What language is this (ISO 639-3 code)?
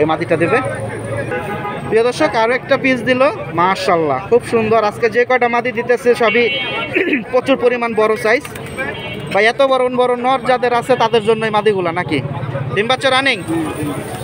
ben